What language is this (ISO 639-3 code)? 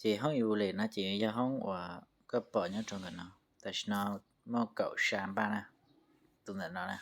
hmn